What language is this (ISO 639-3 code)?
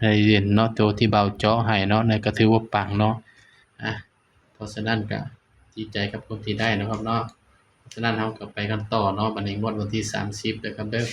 tts